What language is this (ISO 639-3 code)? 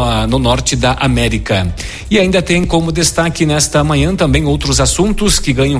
por